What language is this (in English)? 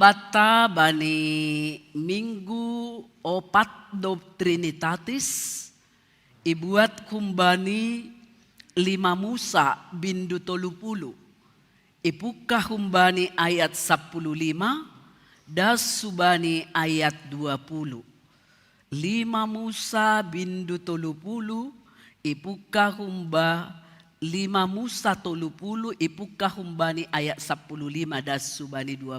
Batak Simalungun